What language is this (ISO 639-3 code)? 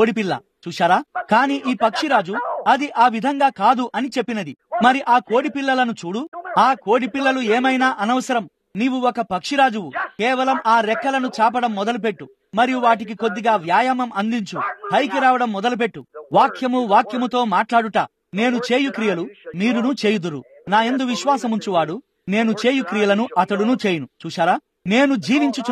tel